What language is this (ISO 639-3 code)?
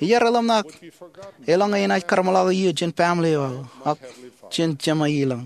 mah